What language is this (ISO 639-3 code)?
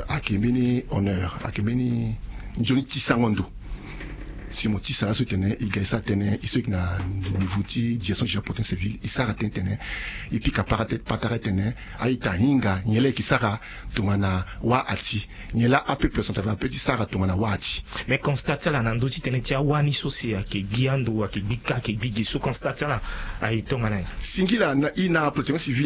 sag